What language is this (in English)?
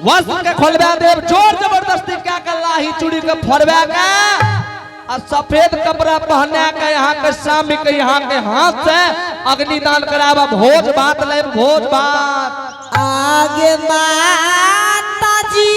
Angika